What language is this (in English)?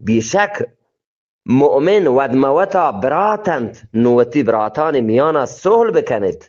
Eastern Balochi